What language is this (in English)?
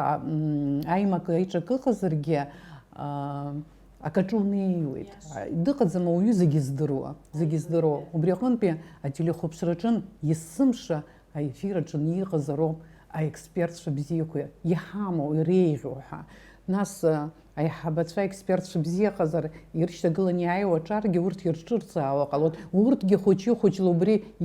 Abkhazian